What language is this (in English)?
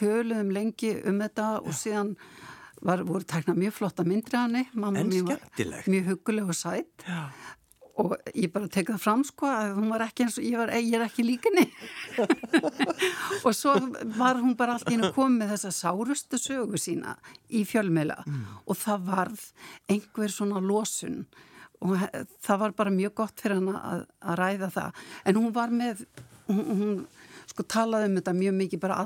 Icelandic